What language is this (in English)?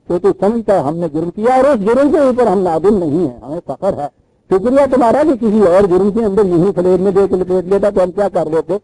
Urdu